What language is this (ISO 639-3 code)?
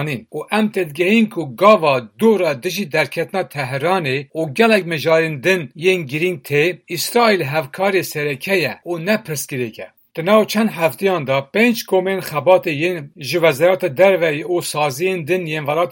kur